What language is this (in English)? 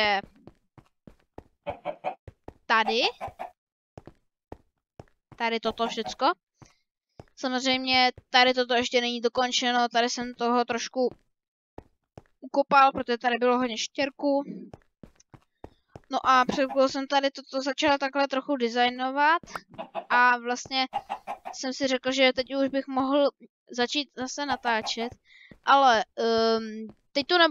Czech